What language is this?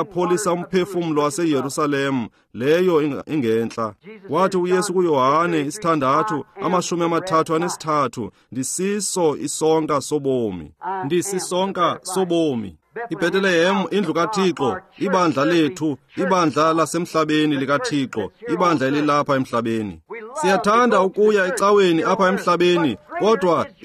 Xhosa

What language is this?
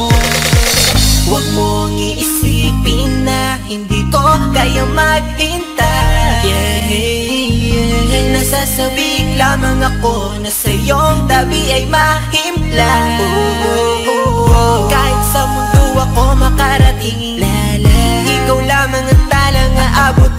Filipino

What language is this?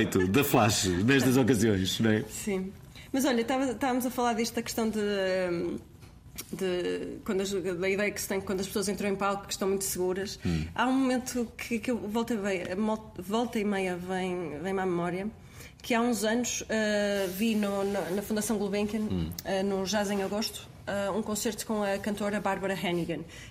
Portuguese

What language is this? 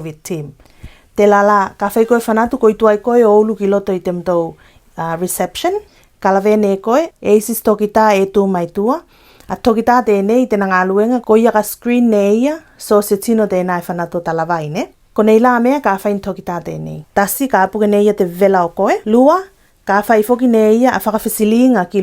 Tuvalu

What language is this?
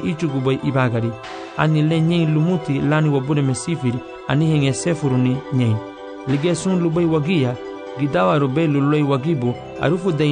Garifuna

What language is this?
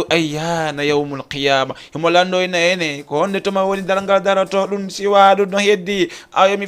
Fula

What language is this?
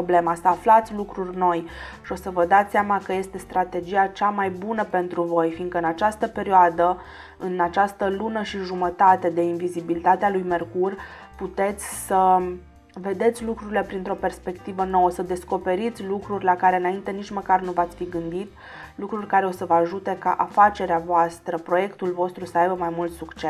Romanian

